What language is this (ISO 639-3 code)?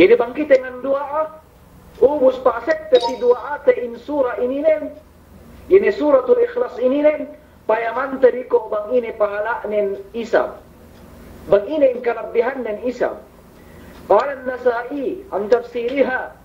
yka